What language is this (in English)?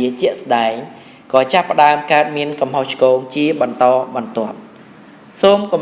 Khmer